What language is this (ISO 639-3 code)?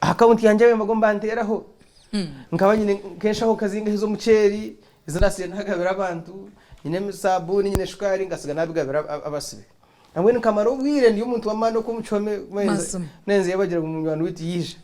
nyn